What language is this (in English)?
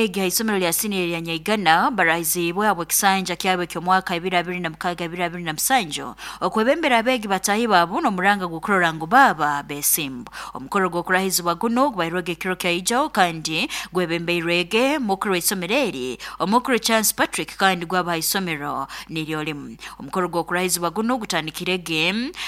Nyankole